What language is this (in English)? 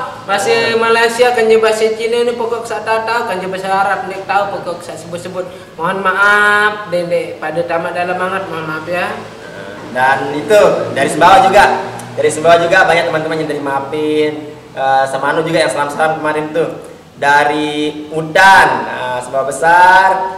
Sasak